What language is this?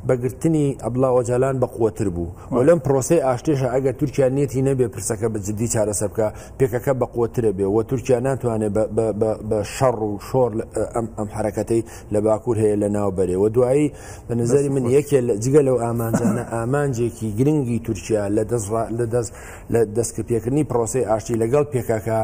Central Kurdish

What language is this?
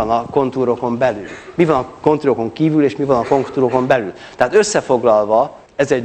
Hungarian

